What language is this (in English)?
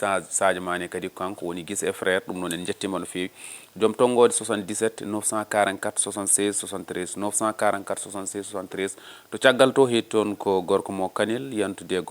Fula